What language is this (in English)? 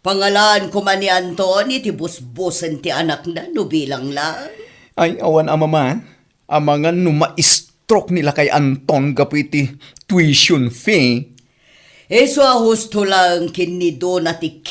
Iloko